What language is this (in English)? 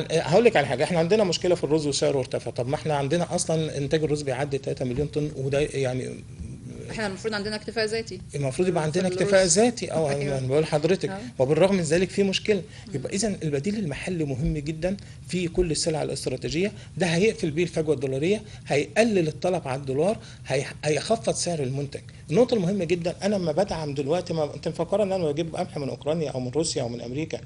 Egyptian Arabic